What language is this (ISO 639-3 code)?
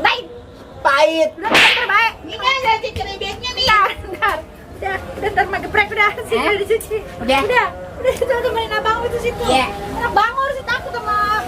bew